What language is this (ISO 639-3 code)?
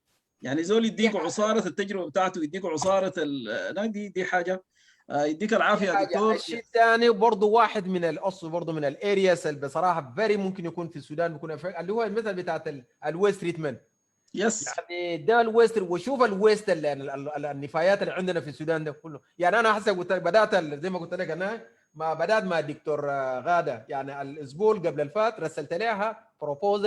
apd